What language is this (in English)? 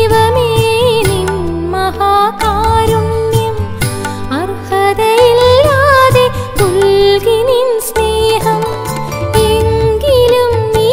Malayalam